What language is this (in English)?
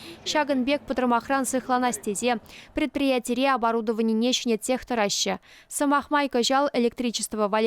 Chuvash